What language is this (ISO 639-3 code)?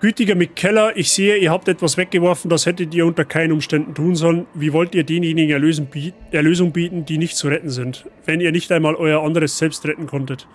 bar